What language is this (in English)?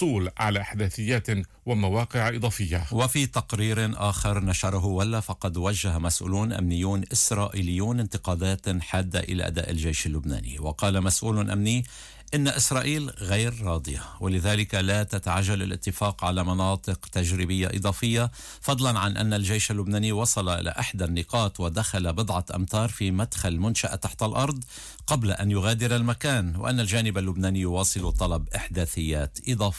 Arabic